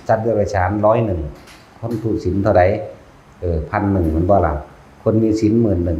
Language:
Northeastern Thai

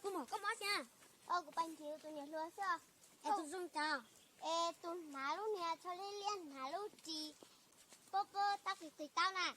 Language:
Hmong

